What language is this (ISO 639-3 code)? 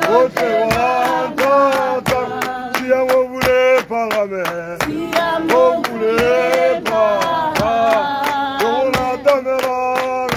tsn